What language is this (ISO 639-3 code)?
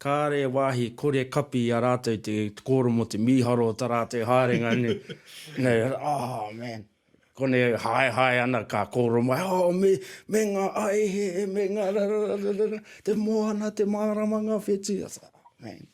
mri